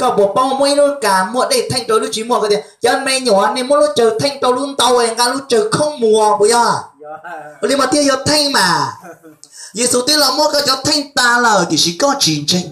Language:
Hmong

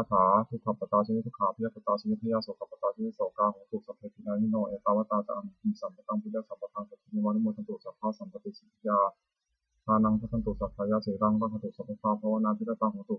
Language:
Pali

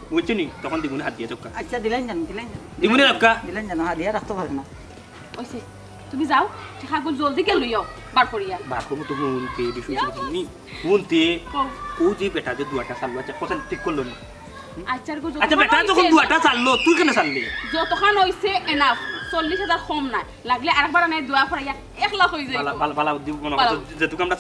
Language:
Sylheti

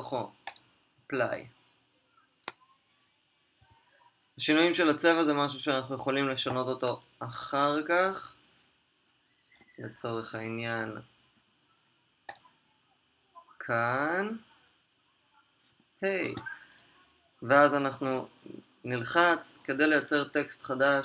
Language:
Hebrew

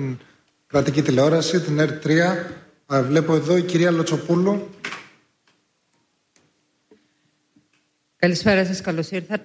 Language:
Greek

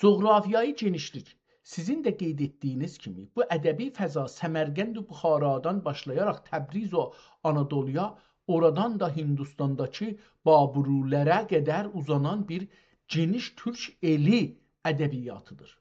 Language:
South Azerbaijani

